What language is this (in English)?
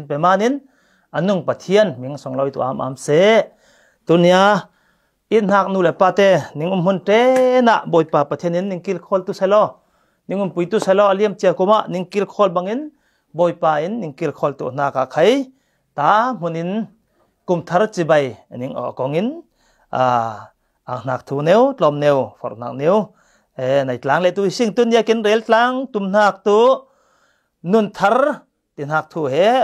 Falam Chin